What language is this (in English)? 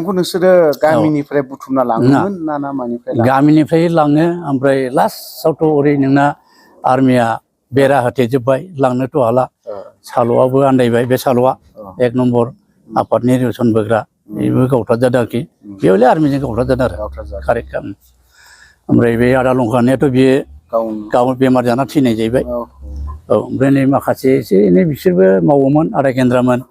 Bodo